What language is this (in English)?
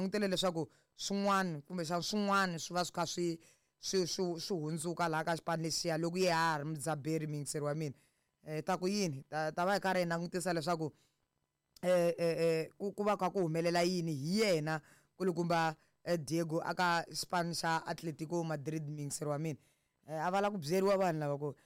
Tsonga